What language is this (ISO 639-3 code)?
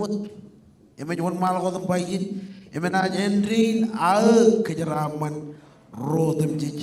mah